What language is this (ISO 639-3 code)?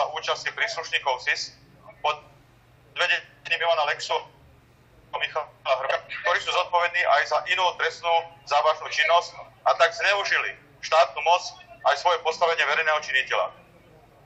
slk